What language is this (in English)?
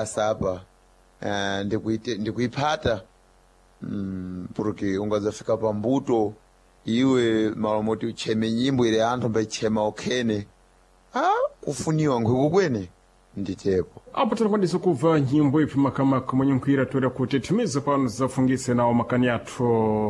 Sena